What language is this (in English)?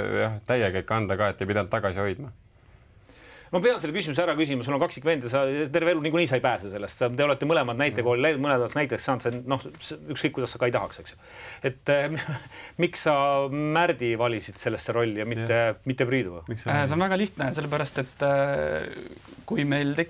Estonian